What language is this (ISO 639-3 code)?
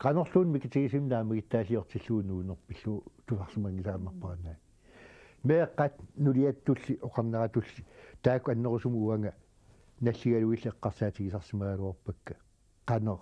kal